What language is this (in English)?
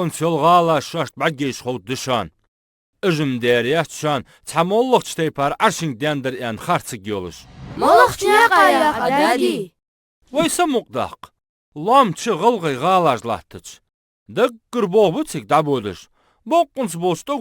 Ingush